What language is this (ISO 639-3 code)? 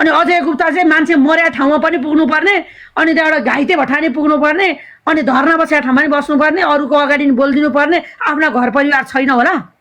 nep